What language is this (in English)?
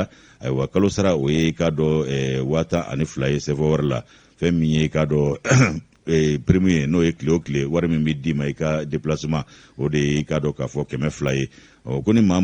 Bambara